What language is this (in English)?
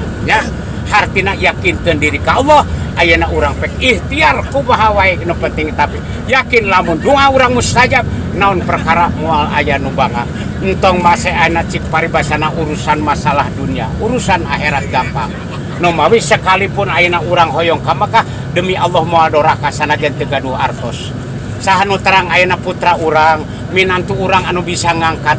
Sundanese